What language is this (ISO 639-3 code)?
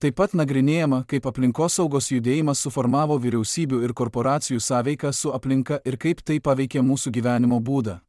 lit